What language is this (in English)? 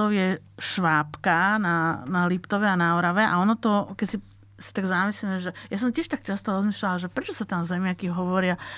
Slovak